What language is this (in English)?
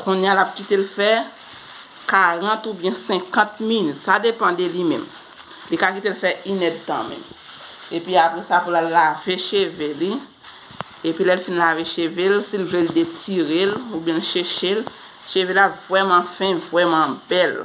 Haitian Creole